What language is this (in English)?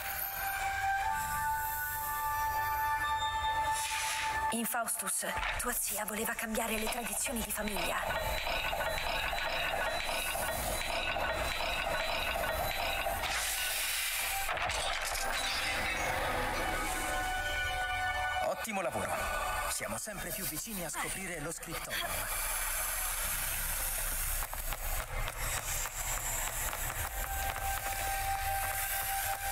Italian